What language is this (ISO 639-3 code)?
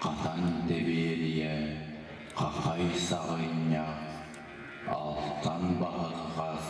sah